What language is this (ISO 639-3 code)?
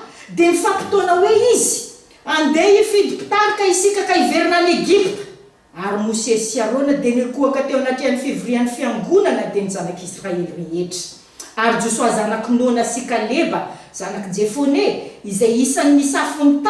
mlg